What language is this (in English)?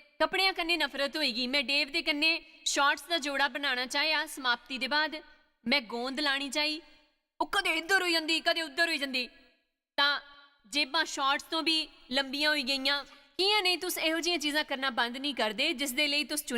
Dogri